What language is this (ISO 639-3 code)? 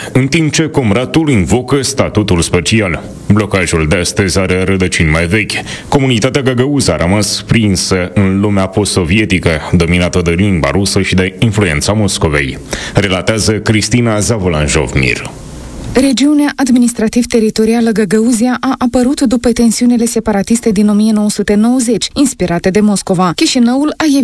ron